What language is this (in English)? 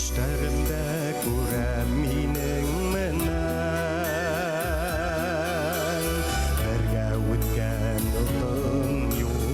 Bashkir